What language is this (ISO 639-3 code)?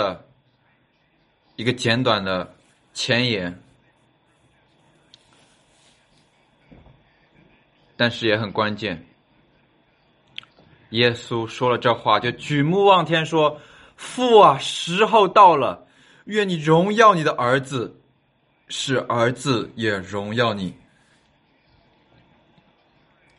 zho